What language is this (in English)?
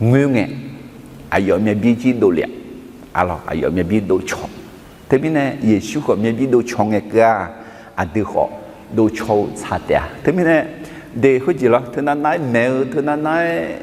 Akha